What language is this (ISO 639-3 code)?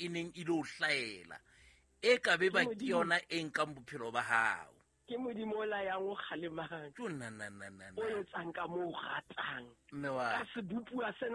sot